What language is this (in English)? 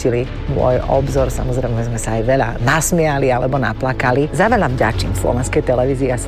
Slovak